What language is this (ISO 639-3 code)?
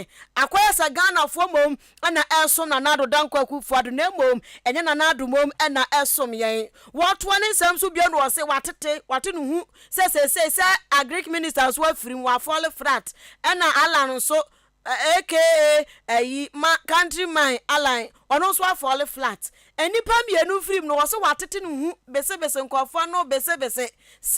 aka